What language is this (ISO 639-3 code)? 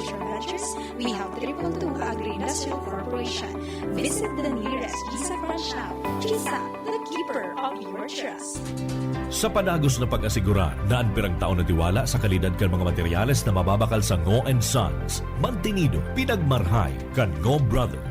bik